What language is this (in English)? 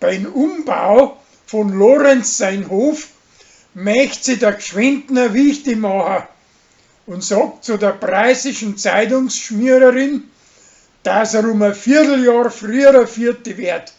Bavarian